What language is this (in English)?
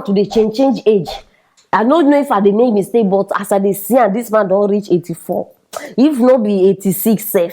Nigerian Pidgin